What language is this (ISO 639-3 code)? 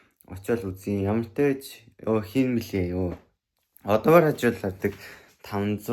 mon